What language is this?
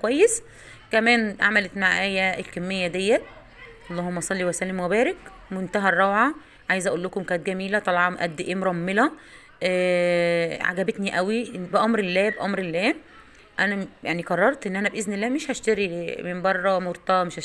Egyptian Arabic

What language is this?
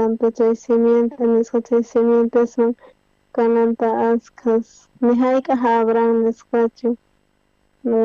South Bolivian Quechua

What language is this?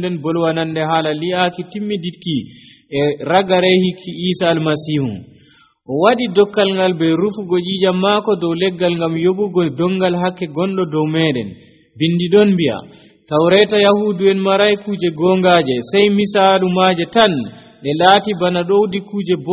Nigerian Fulfulde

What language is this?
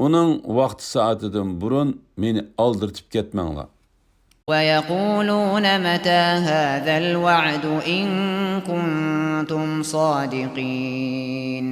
Uyghur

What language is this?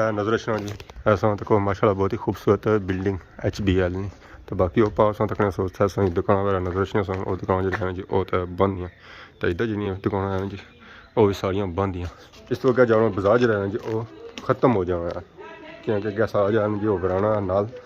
Pahari-Potwari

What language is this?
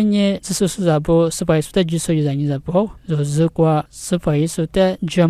Lisu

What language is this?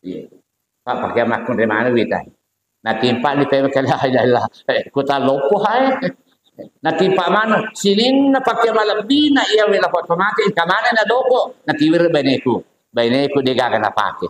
Buginese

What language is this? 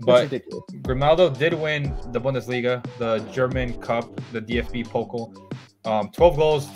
English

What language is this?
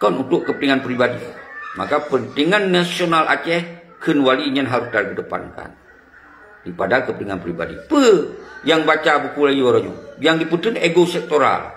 Achinese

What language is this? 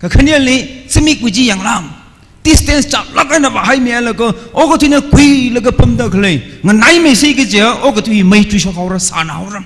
Tangkhul Naga (India)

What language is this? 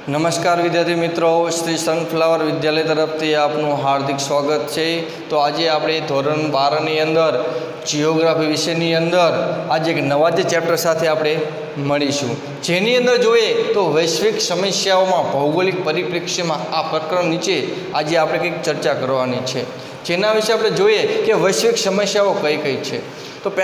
Gujarati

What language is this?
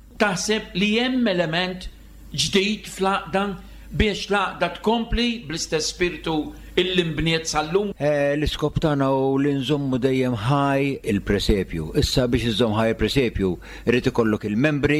Maltese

